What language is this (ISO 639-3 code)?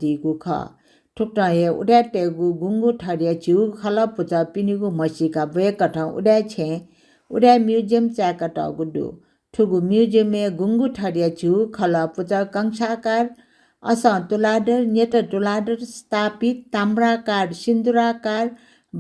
new